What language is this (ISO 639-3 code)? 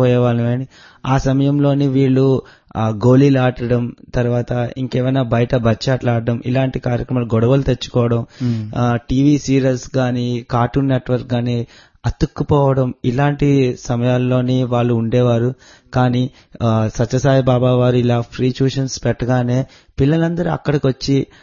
tel